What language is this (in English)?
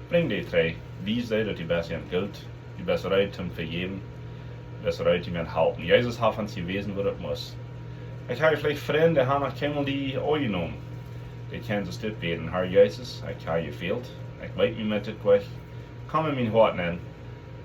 Plautdietsch